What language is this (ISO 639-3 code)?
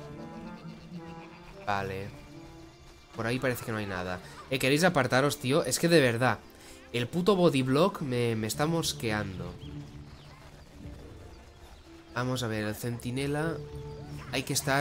spa